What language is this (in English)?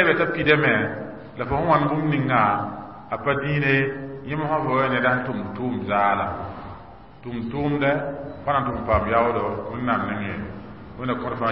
Mossi